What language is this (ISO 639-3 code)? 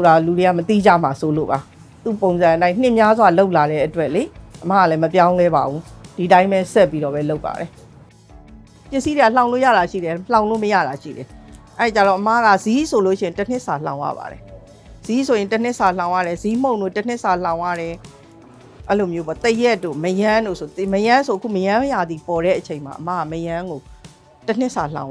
mya